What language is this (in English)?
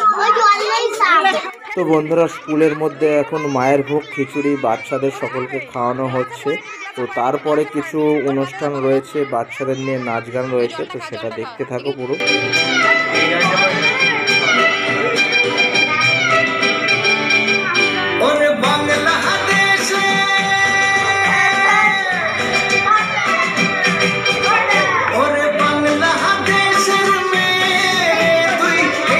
Bangla